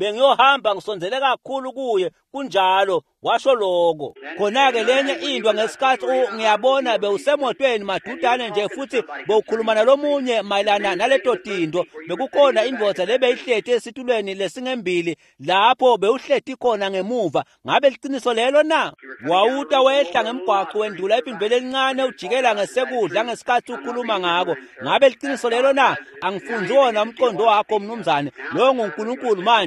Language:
Swati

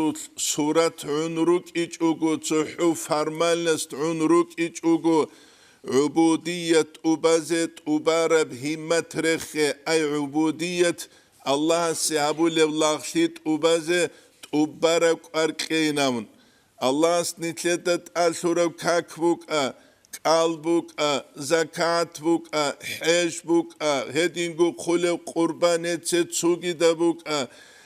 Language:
Avaric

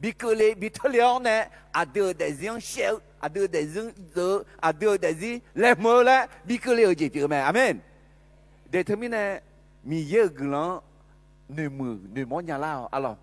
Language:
Akha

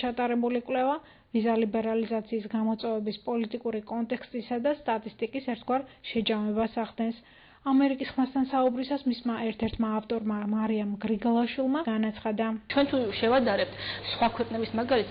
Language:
Georgian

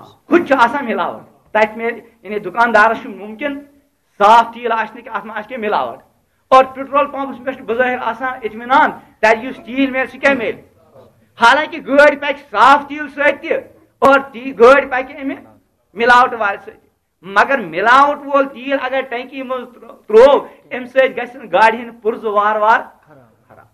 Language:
Kashmiri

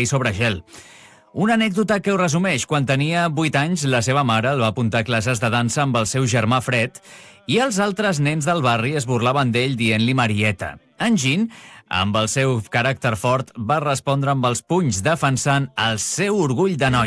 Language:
Catalan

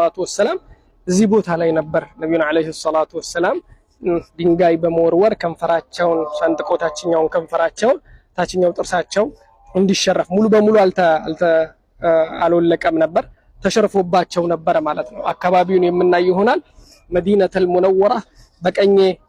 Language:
Amharic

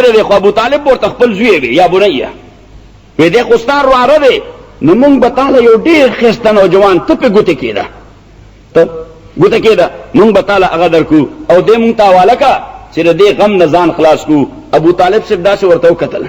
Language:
Pashto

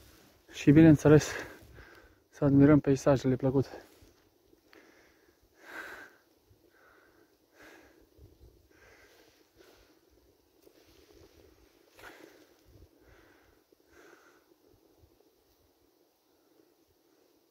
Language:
Romanian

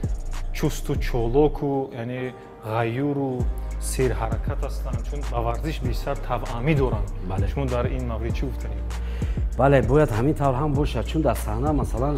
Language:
Tajik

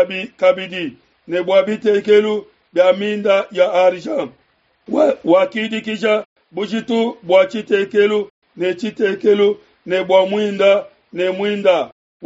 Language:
Luba-Lulua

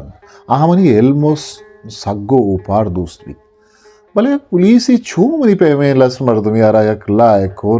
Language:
Eastern Balochi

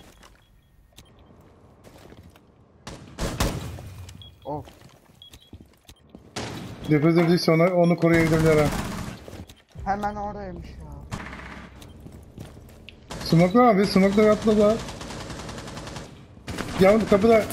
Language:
Turkish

